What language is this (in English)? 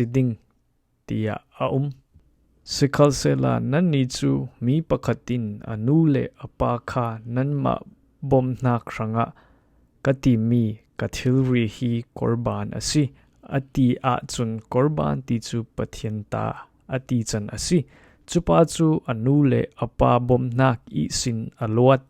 Falam Chin